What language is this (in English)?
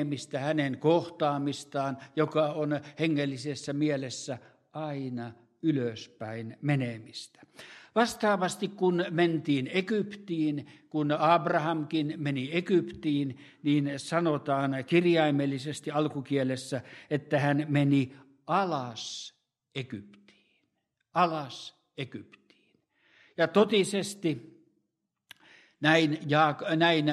Finnish